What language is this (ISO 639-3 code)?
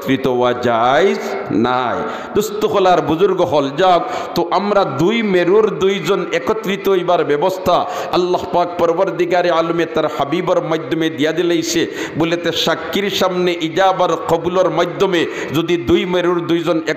syl